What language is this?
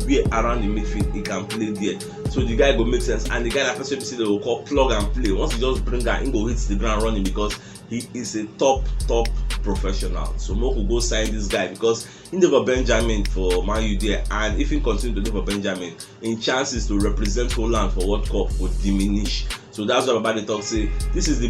Nigerian Pidgin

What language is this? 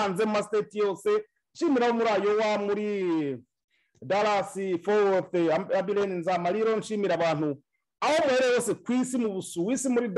Kinyarwanda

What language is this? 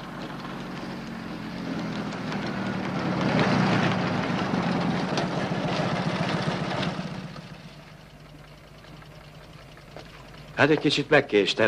Hungarian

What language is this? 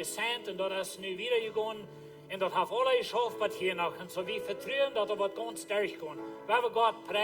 Plautdietsch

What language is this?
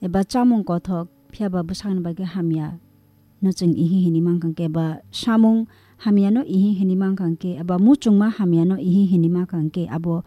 Kok Borok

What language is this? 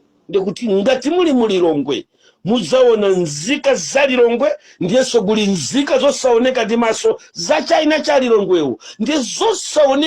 Nyanja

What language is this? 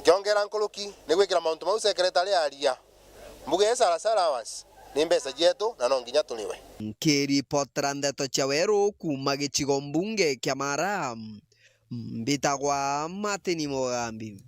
Meru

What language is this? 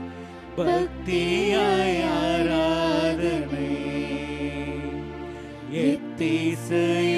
Tamil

